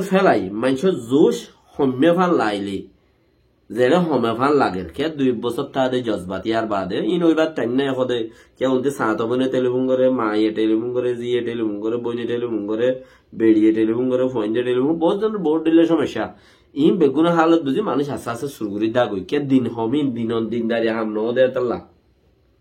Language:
Rohingya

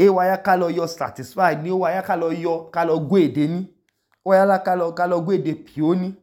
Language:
Idoma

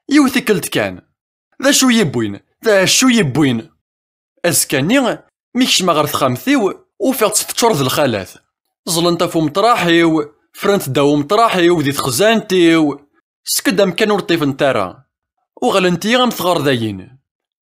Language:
Kabyle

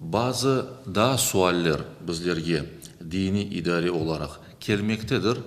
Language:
Crimean Tatar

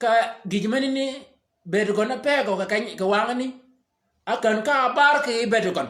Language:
Shilluk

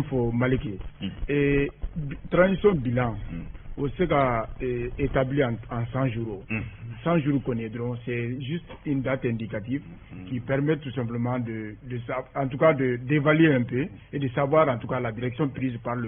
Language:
Bambara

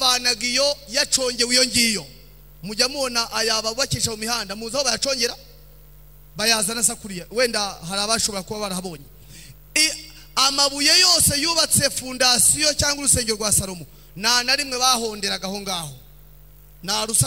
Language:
Kinyarwanda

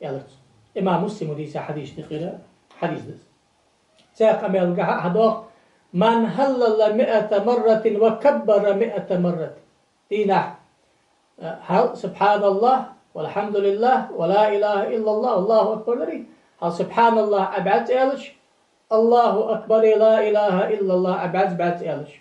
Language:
Ingush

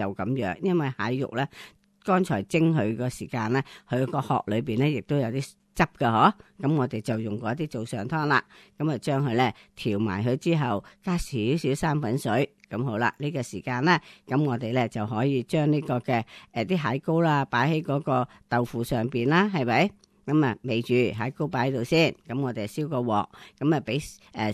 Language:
Cantonese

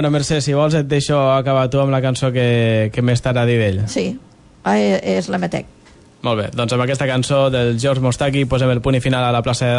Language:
Catalan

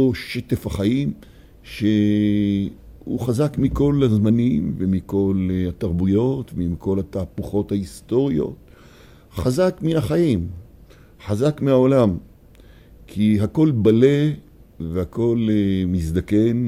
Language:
Hebrew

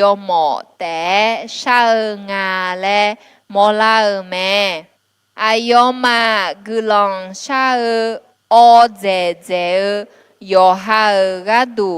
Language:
Akha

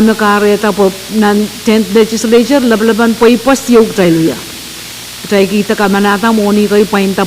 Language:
Pohnpeian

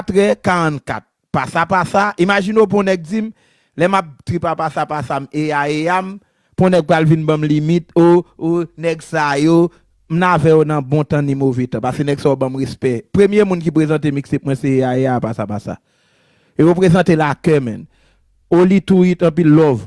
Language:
Haitian Creole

